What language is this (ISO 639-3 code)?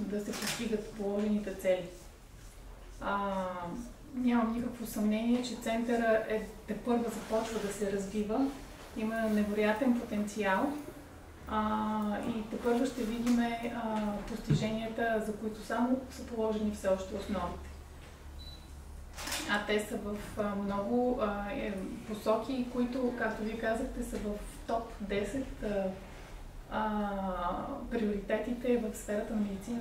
bul